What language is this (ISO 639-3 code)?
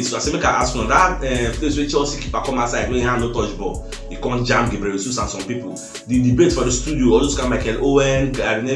pcm